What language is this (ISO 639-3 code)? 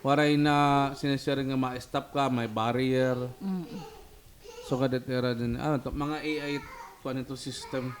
war